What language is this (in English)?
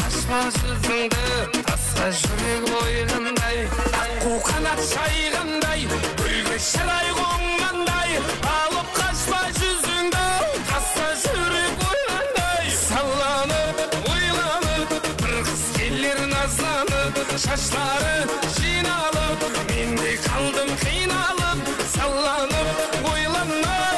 Kara-Kalpak